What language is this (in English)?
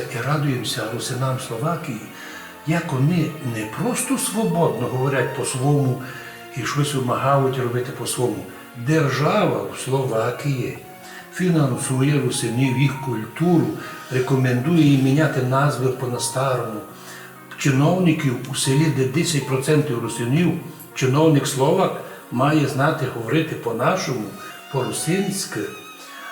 Rusyn